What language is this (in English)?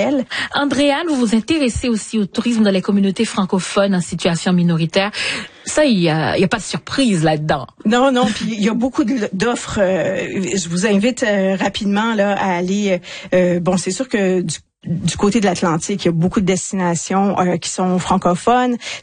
French